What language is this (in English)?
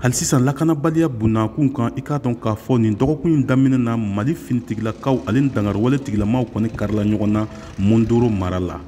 Bambara